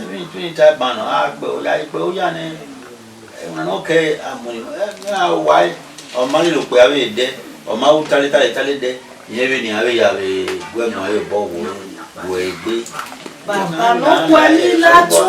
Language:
Bini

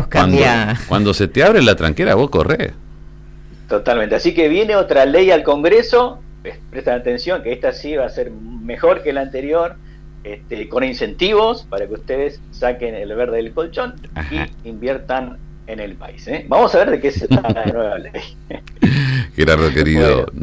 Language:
Spanish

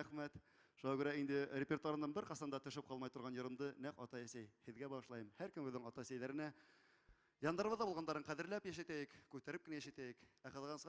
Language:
Bashkir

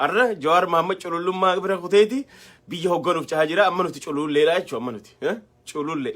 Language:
Oromo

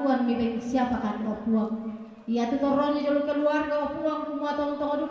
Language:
Toraja-Sa'dan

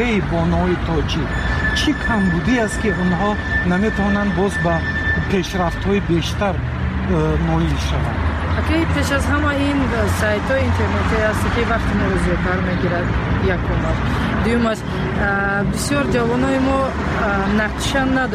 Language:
Persian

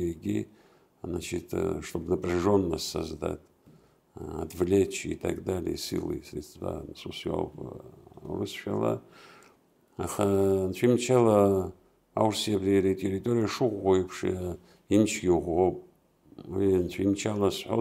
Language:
Abkhazian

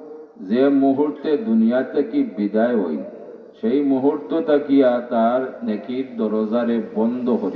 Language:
Sylheti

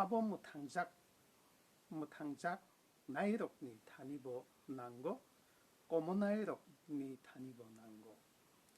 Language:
Kok Borok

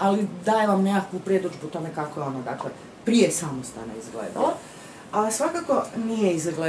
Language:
Croatian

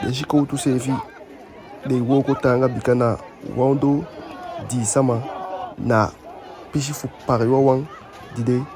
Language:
Eastern Maroon Creole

